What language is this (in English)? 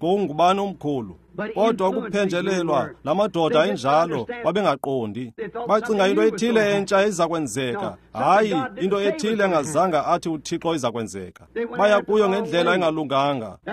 Xhosa